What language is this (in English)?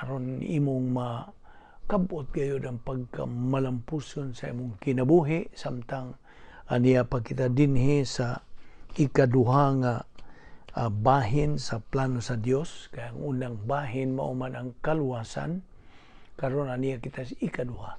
Cebuano